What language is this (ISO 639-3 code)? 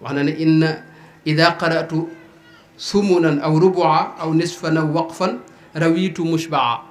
wol